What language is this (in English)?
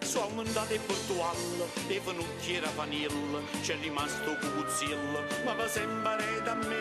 Neapolitan